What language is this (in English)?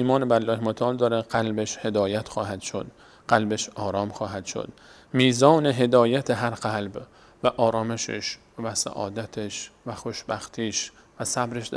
Persian